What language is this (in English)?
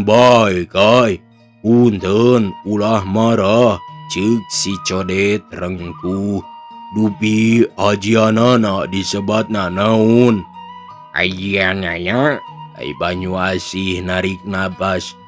Sundanese